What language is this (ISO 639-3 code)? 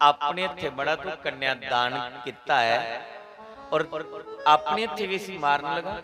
doi